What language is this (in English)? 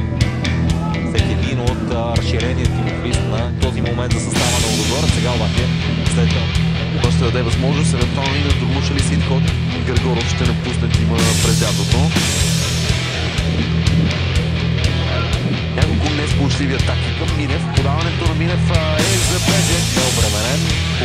Bulgarian